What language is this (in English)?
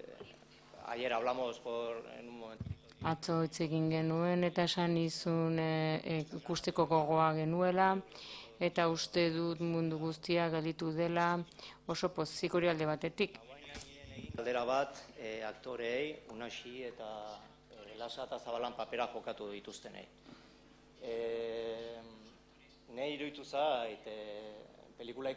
Basque